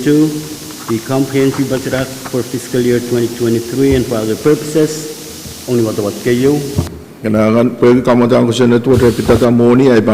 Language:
Pohnpeian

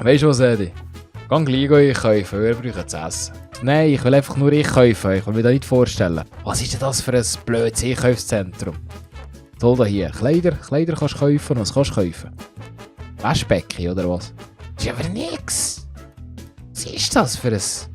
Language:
Swiss German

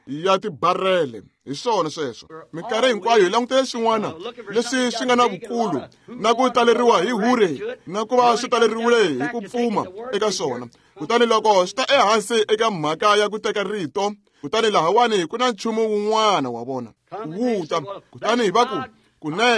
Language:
Tsonga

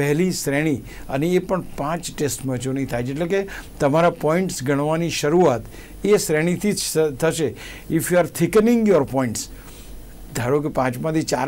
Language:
Gujarati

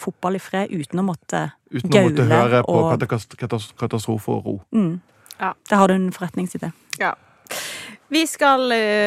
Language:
Norwegian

